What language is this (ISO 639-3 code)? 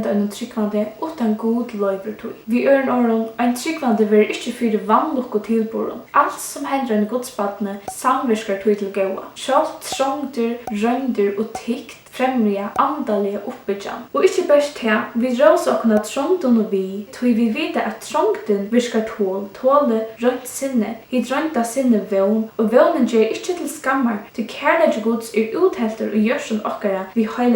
fao